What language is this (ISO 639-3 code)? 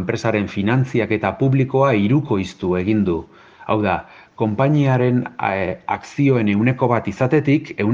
eus